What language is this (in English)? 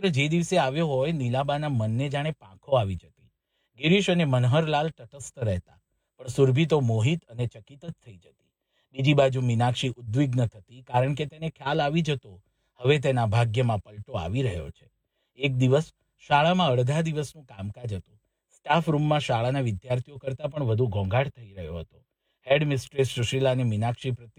Gujarati